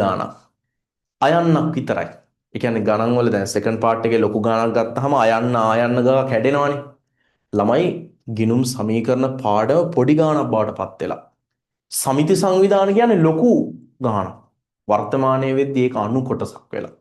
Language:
Sinhala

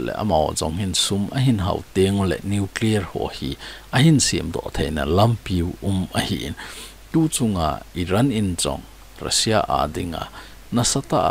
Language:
Thado Chin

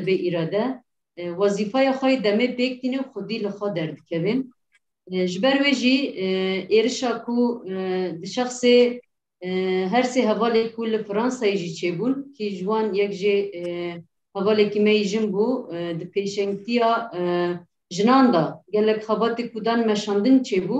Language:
Kurdish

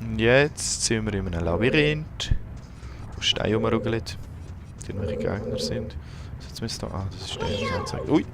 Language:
Swiss German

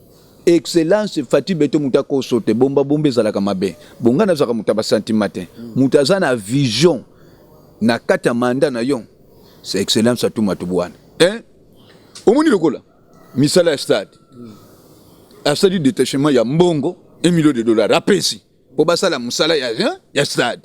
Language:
Lingala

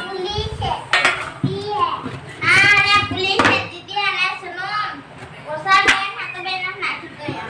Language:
Santali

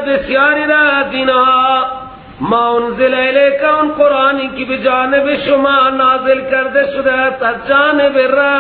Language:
Persian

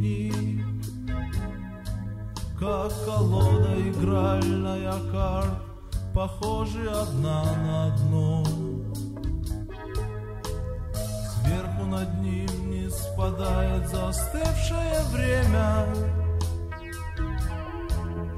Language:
Russian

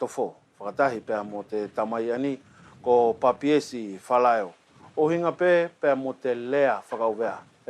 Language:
Wallisian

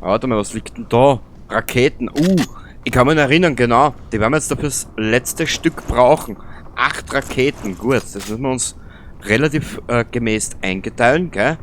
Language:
Bavarian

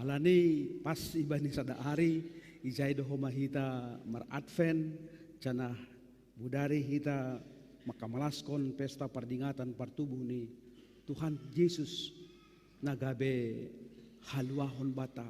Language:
Batak Simalungun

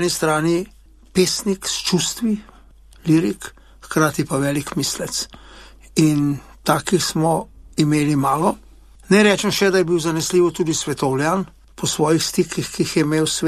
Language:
Slovenian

